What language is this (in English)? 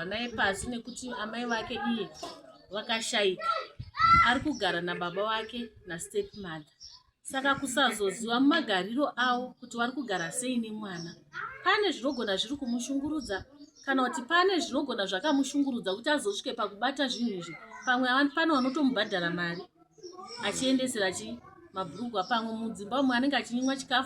Shona